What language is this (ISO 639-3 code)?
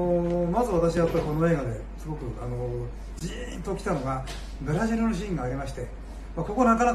jpn